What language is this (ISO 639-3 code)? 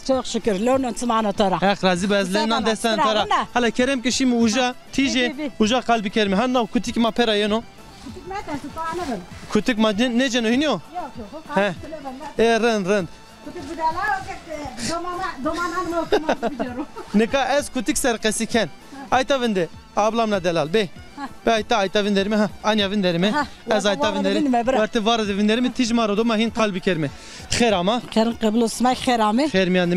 zza